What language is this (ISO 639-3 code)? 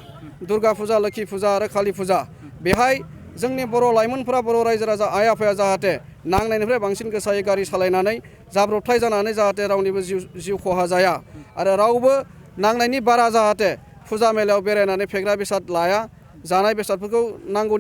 brx